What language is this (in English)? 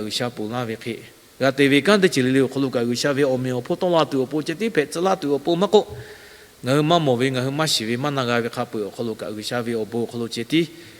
Lahu